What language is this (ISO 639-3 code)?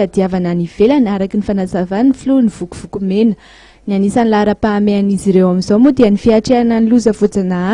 mlg